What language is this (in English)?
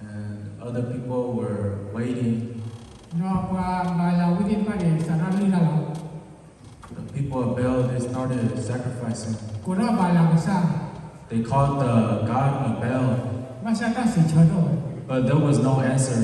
S'gaw Karen